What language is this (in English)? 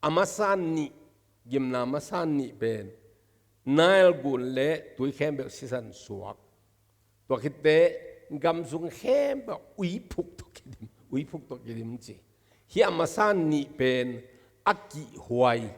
Tedim Chin